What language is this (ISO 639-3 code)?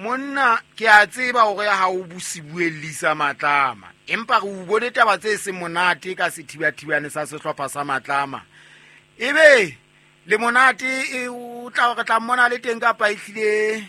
sot